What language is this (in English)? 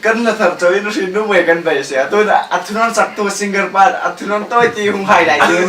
Hmar